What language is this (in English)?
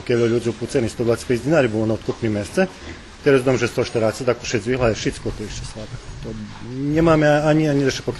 Rusyn